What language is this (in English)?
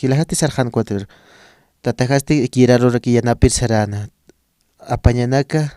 Aymara